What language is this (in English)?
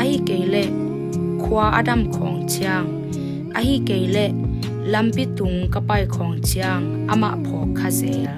Tedim Chin